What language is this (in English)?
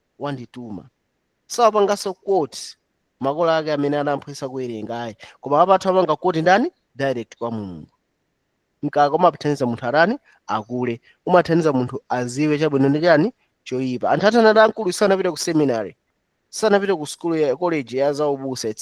Nyanja